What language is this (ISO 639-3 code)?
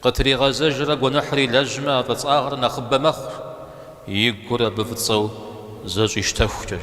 kbd